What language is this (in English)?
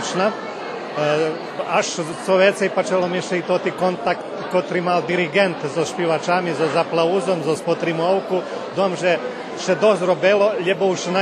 Rusyn